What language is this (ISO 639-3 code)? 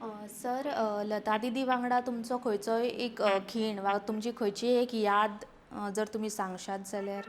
kok